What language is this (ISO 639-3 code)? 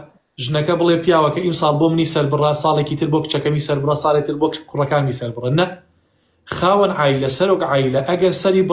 ckb